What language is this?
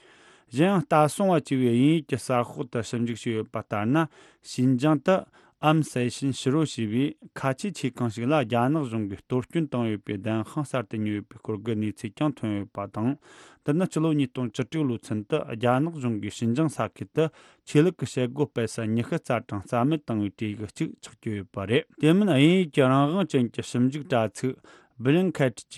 Tibetan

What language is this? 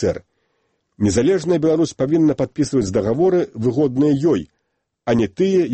Belarusian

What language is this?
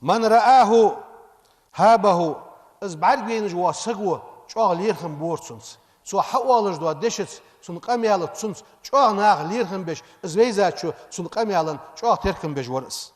Ingush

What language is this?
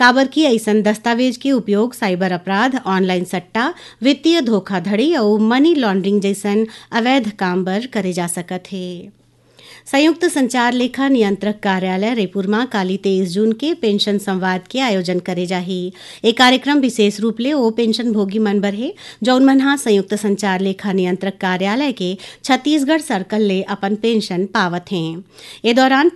Chhattisgarhi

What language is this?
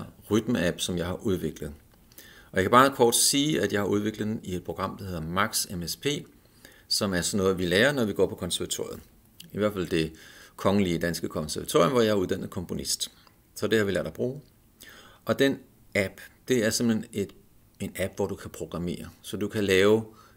Danish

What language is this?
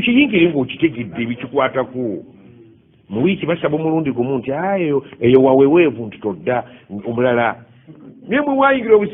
Ganda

